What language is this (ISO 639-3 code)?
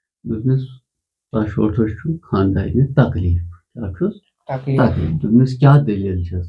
kas